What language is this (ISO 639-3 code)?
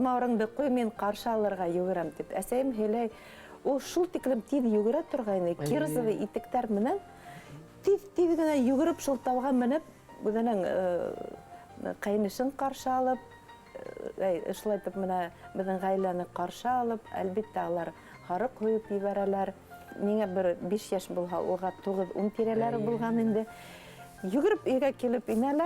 bak